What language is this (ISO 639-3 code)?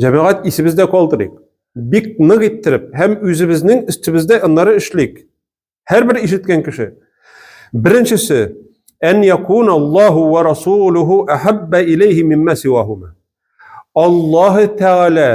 tat